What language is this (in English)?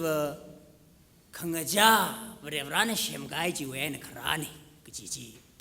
Tangkhul Naga (India)